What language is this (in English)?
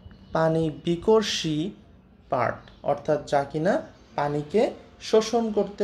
Bangla